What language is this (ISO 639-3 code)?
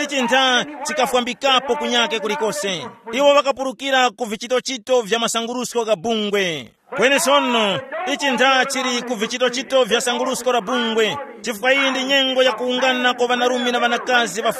tum